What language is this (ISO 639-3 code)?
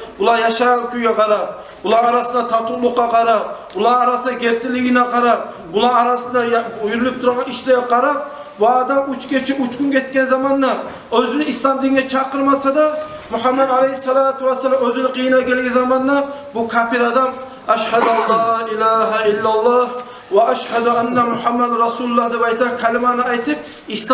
kum